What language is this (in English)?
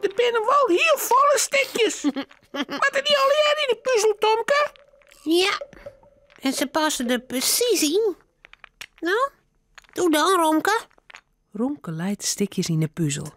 Western Frisian